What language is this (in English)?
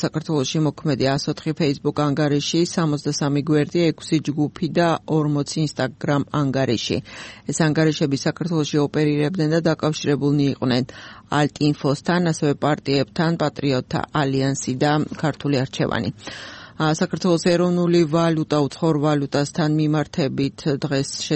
Georgian